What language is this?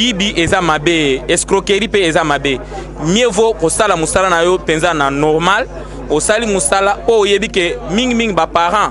Lingala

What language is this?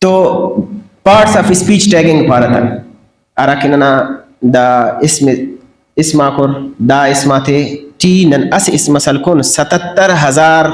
Brahui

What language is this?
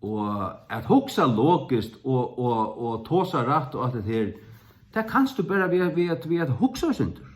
Faroese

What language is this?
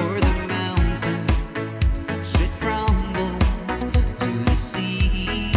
Pohnpeian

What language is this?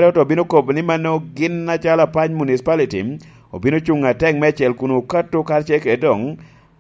Lango (Uganda)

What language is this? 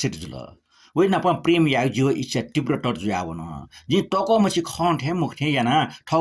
Newari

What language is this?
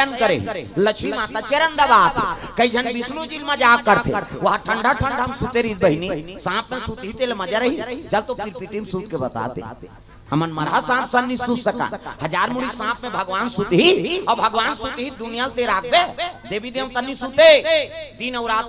Chhattisgarhi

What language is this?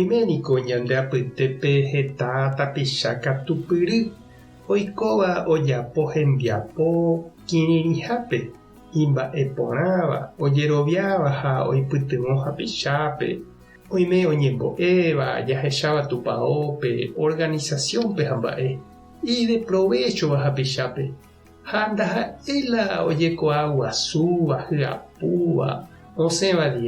Guarani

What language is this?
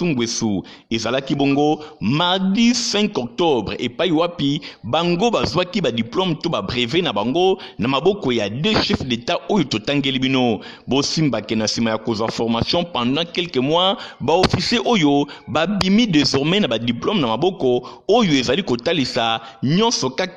Lingala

